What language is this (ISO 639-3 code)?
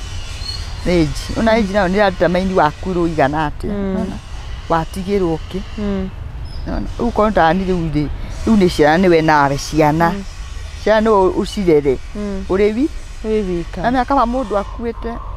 kik